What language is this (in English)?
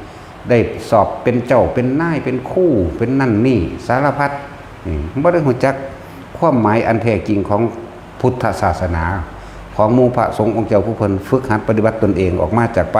Northeastern Thai